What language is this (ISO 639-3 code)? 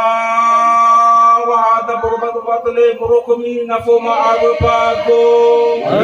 nia